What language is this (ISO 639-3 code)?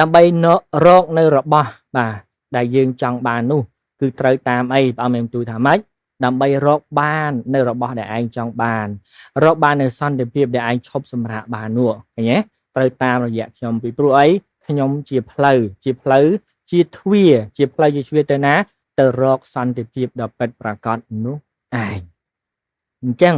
khm